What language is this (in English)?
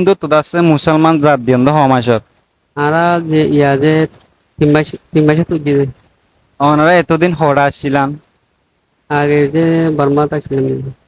Rohingya